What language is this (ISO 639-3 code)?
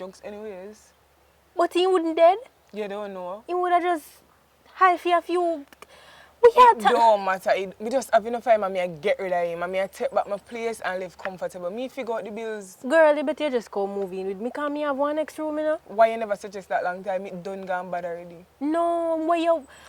jam